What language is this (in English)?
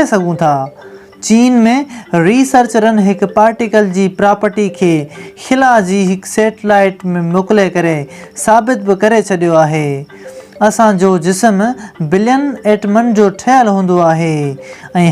Sindhi